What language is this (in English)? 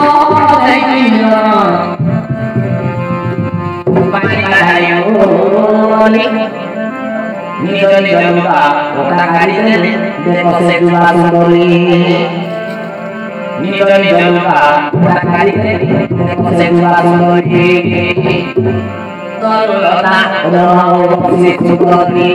Bhojpuri